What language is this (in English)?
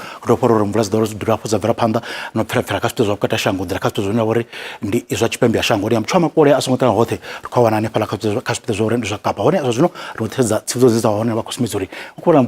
Venda